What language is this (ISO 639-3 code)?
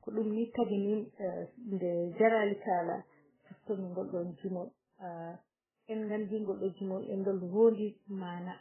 ful